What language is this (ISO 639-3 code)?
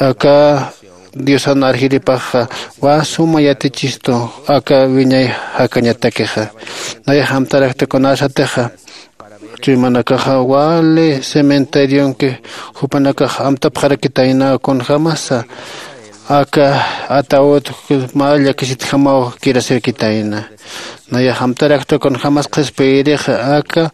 aym